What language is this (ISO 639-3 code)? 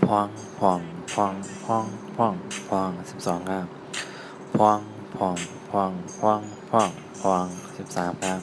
shn